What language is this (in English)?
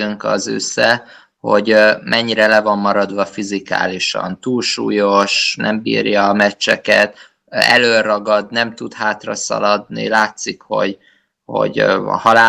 Hungarian